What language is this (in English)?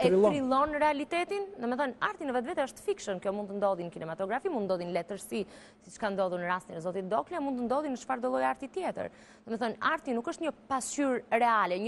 Albanian